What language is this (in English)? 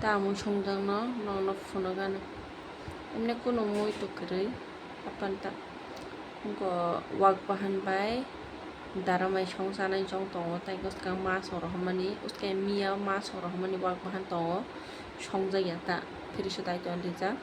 Kok Borok